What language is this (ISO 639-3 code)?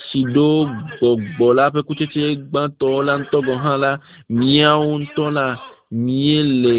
ewe